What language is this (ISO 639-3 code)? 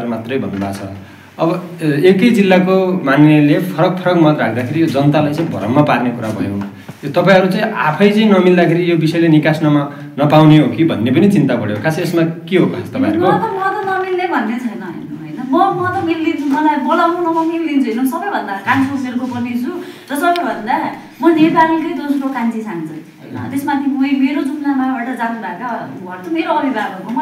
nep